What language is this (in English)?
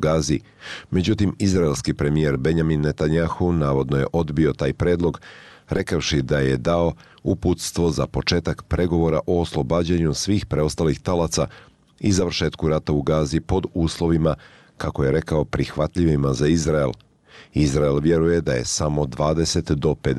Bosnian